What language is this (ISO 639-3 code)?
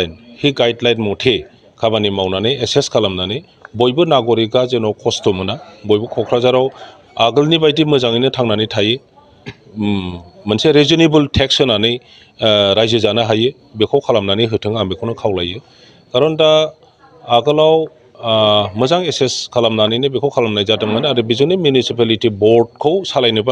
brx